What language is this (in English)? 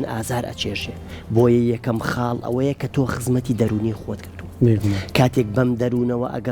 Central Kurdish